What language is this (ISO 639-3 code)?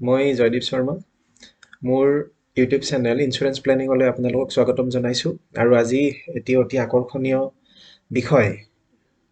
asm